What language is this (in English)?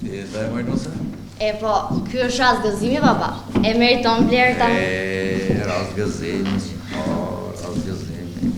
Albanian